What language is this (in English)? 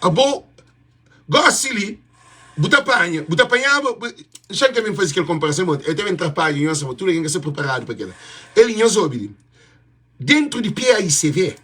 Kabuverdianu